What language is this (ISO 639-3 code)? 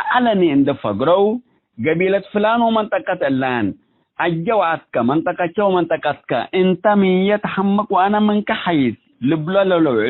tig